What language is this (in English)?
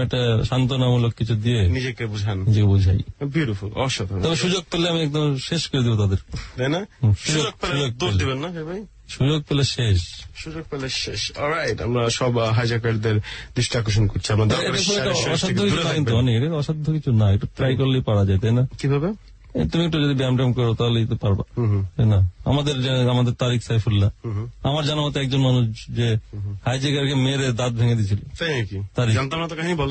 Bangla